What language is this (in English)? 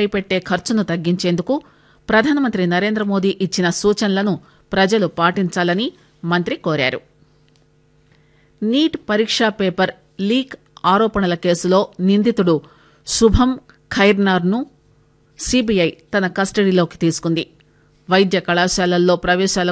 Telugu